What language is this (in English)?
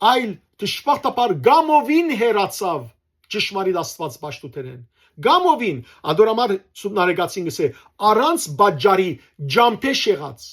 Western Armenian